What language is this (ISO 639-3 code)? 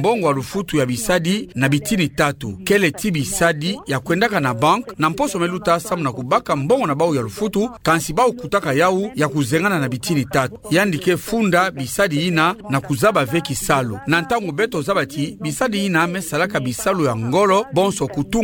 ktu